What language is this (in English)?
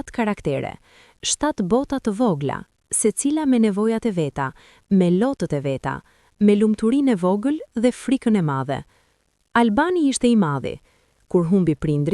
Albanian